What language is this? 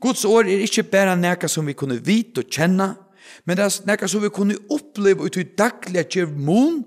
Faroese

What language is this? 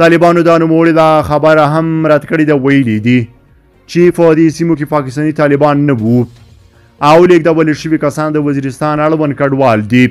Pashto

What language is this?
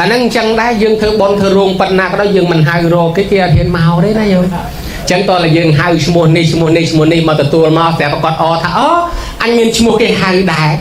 Khmer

